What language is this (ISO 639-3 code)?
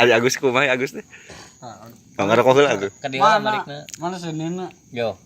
sun